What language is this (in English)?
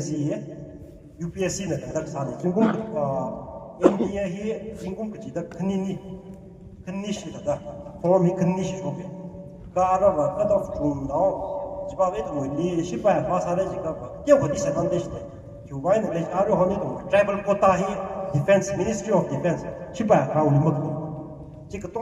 Tangkhul Naga (India)